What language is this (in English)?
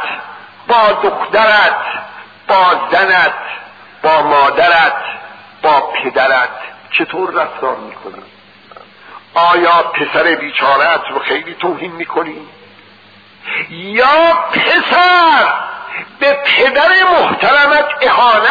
Persian